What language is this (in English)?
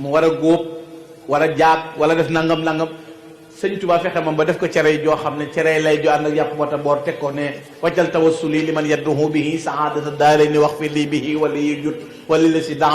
Wolof